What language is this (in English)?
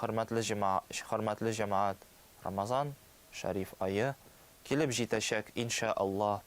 Tatar